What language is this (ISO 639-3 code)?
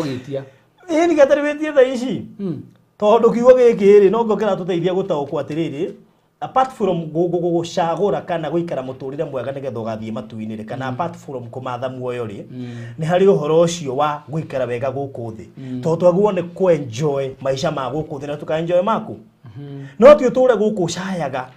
kik